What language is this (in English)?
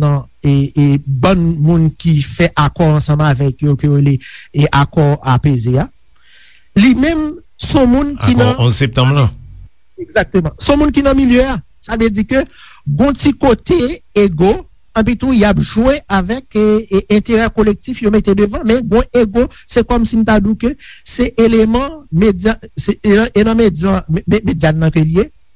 Haitian Creole